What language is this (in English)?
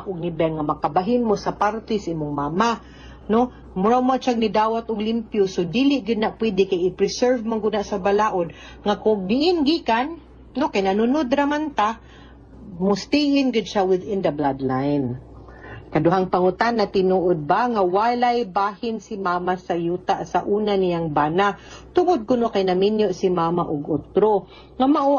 Cebuano